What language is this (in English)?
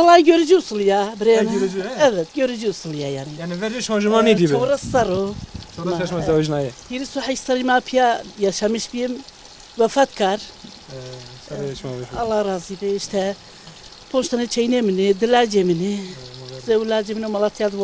Zaza